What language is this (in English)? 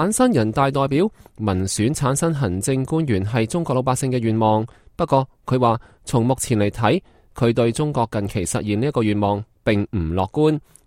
Cantonese